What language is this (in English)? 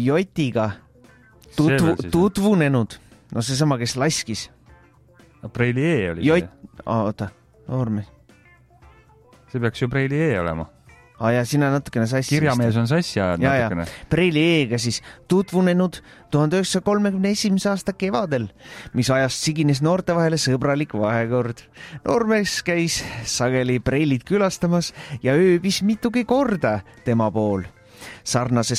Estonian